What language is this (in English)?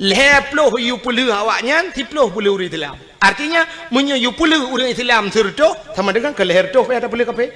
Achinese